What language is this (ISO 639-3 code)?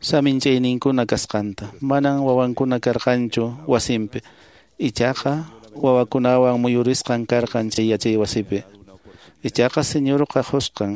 que